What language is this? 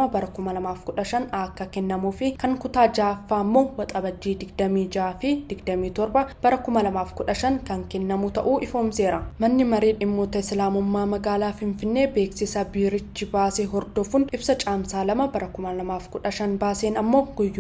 Oromo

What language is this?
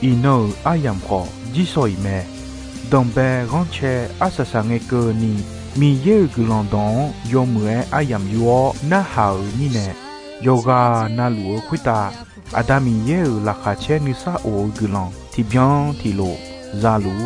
Akha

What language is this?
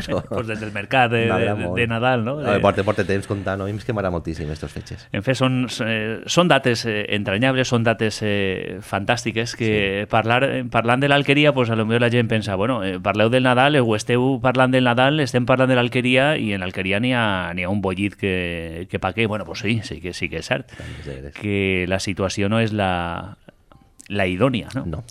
Catalan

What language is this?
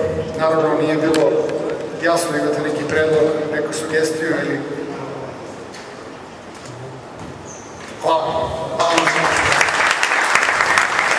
Serbian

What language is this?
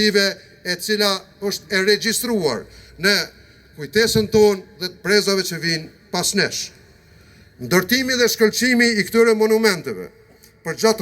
Albanian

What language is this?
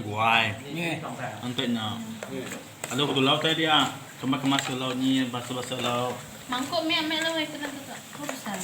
Iban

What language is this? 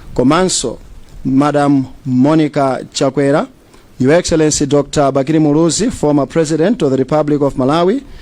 Nyanja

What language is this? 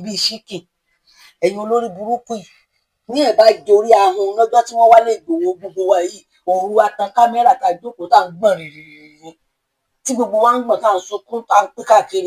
Yoruba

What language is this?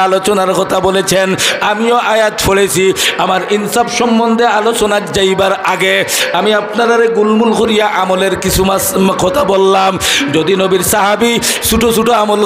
Sylheti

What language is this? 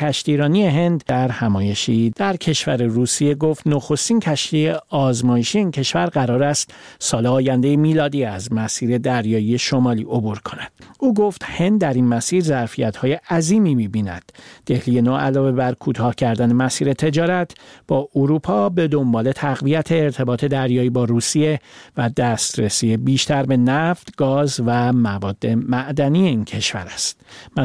Persian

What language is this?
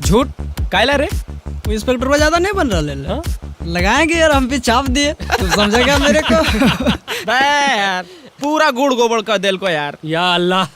Magahi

